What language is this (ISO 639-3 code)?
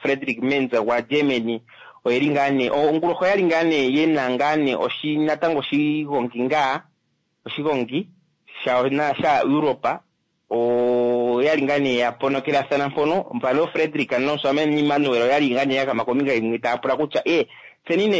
kua